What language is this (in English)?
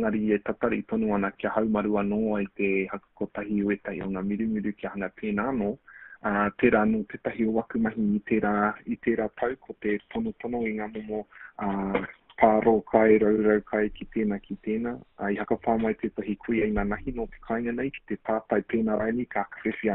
Māori